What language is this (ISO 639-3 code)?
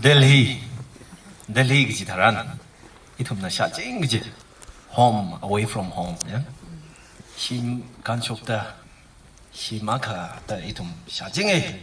nmf